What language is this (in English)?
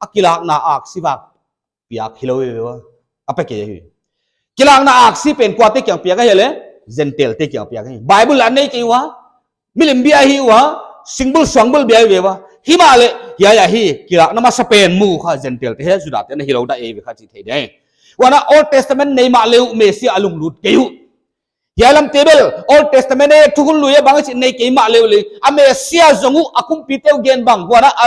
Paite Chin